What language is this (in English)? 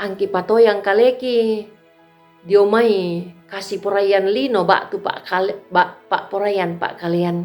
Toraja-Sa'dan